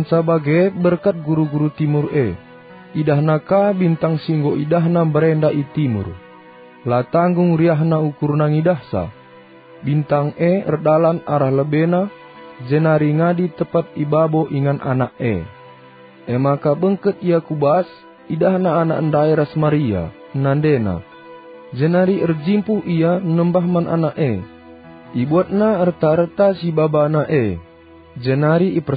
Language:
Batak Karo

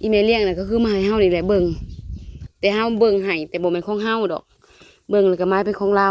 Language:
Northeastern Thai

